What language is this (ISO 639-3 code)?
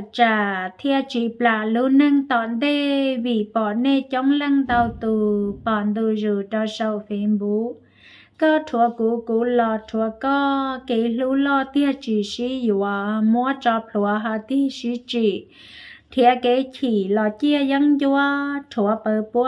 hmn